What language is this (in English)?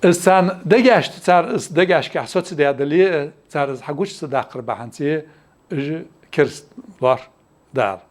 Ingush